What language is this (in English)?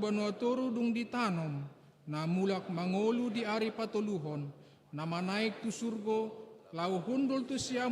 Batak Toba